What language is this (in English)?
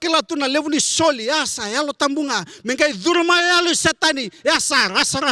Fijian